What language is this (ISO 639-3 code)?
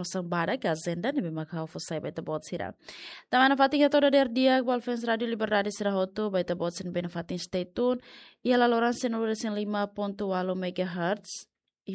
tet